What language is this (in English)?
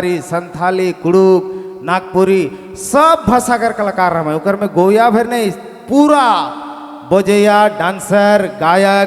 Sadri